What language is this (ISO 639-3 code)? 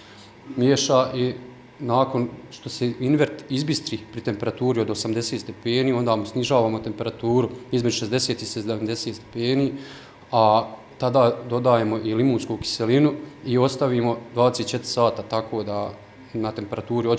bos